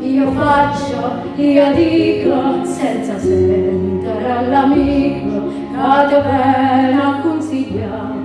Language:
Neapolitan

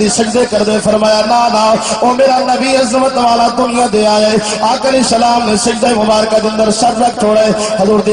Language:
Saraiki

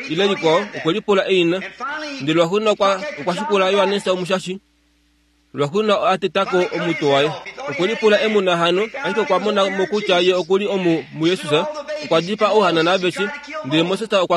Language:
Kuanyama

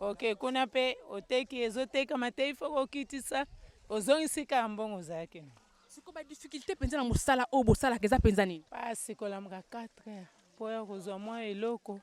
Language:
Lingala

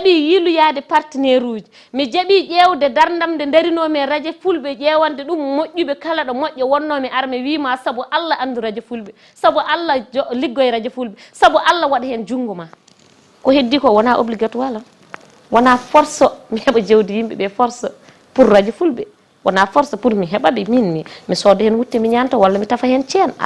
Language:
Fula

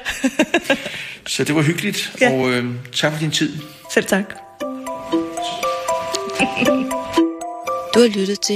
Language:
Danish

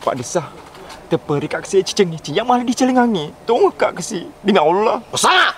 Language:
Buginese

